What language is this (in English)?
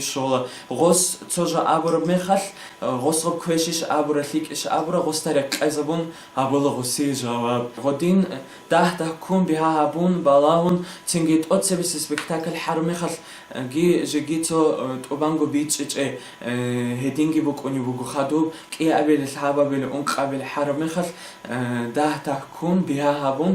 Avaric